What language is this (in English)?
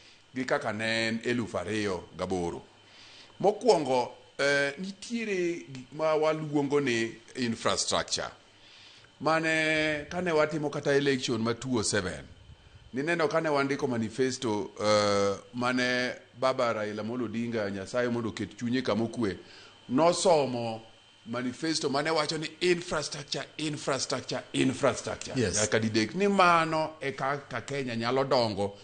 Luo (Kenya and Tanzania)